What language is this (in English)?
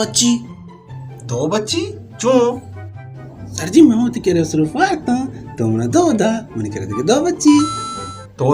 Baluchi